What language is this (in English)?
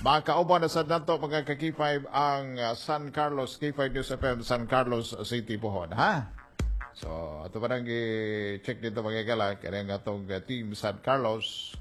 Cebuano